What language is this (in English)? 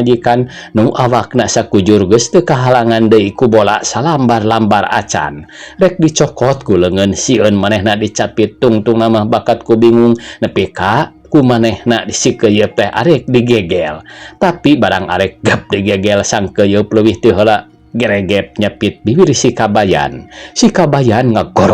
Sundanese